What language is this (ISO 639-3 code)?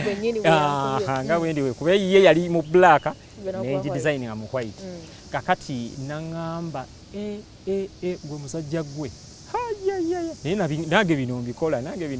lug